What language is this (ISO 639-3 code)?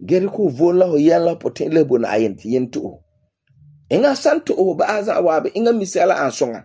gur